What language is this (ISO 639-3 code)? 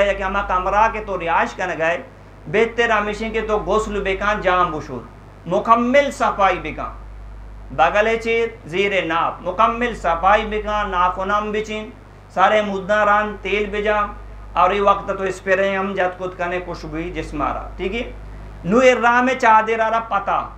bgp